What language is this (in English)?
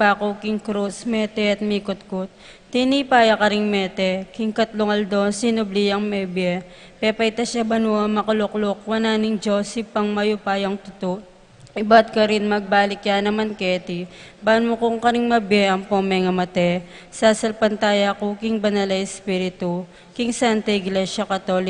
Pampanga